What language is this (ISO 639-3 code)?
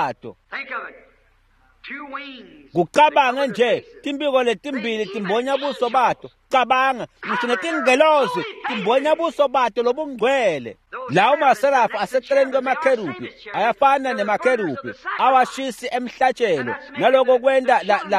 ssw